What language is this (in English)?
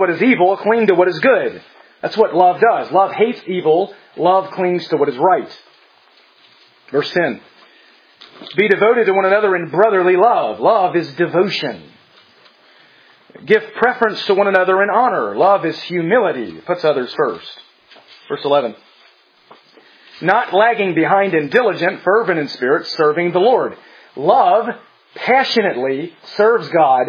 English